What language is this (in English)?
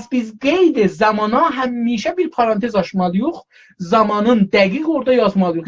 South Azerbaijani